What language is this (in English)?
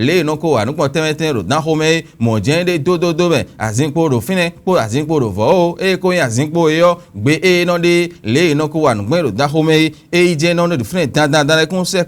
Fon